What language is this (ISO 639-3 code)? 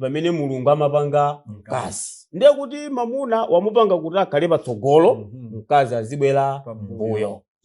nya